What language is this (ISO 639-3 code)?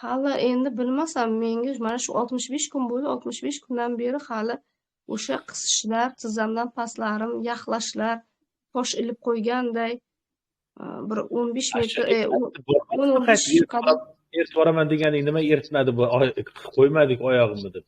uzb